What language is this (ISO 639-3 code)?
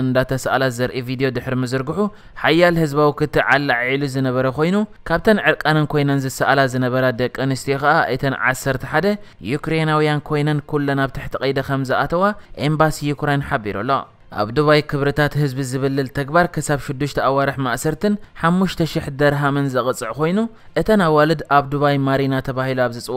tir